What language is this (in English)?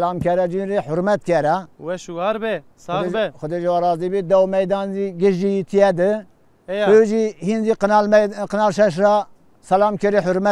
Zaza